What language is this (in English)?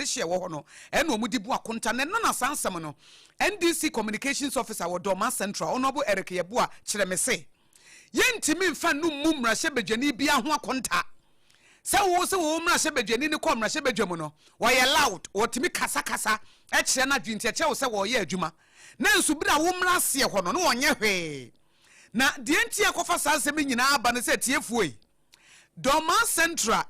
Akan